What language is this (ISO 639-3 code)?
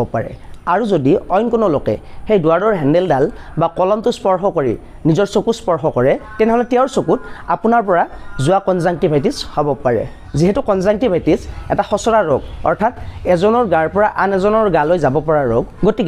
asm